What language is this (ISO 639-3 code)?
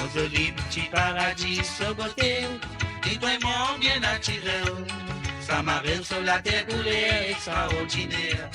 mfe